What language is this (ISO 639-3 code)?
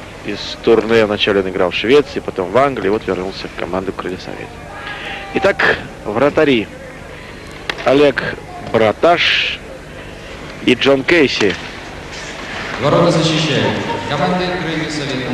rus